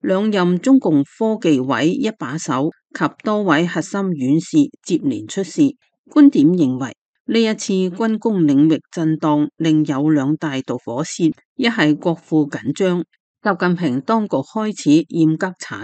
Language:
Cantonese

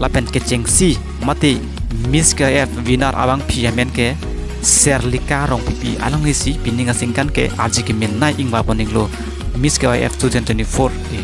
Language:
Karbi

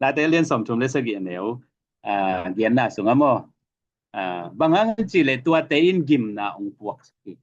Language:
Tedim Chin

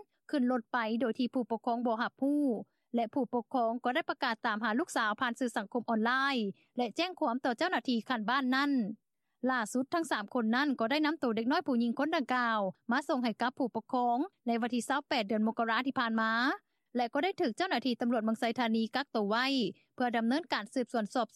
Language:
Lao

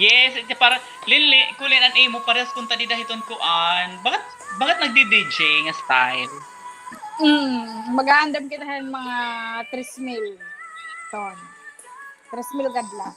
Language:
Waray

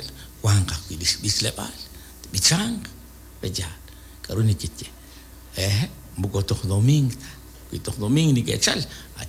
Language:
Kekchí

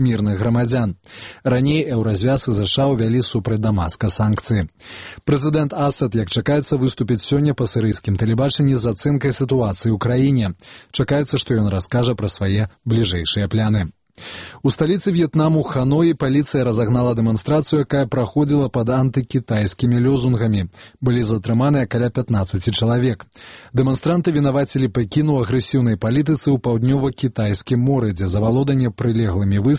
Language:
Belarusian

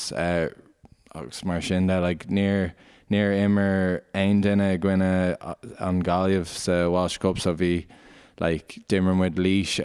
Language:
Irish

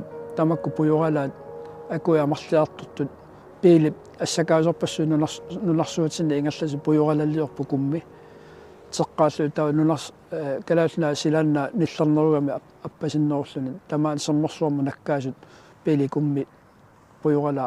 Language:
Kalaallisut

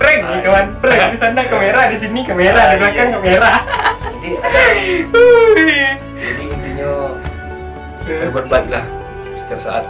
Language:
Minangkabau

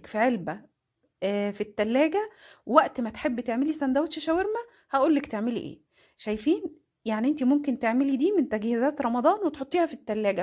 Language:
Egyptian Arabic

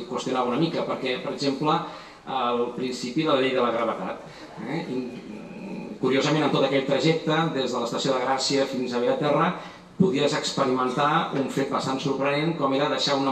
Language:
Catalan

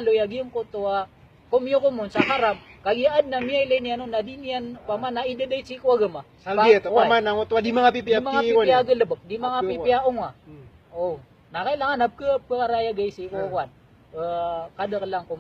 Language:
Maranao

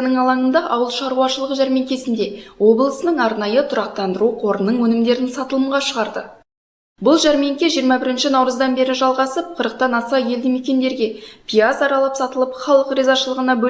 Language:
Kazakh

